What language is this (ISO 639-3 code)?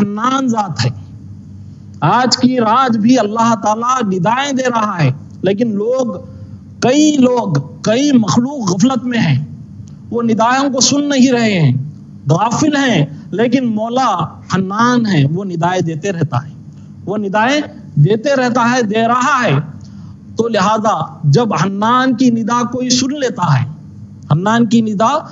urd